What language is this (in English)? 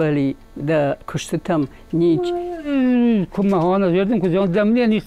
Ossetic